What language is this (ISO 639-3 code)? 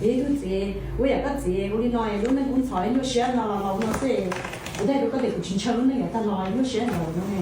hmn